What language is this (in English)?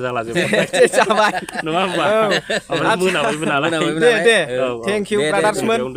Bodo